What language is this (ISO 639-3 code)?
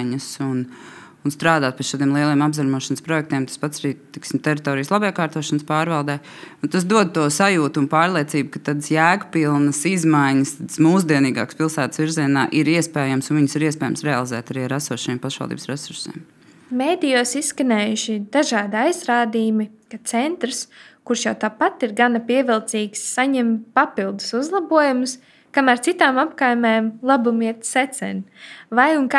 lav